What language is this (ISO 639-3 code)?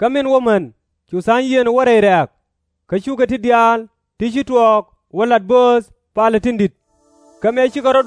nus